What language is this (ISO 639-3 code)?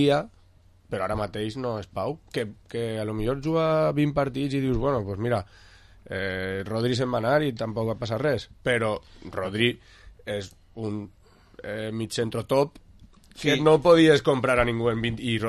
cat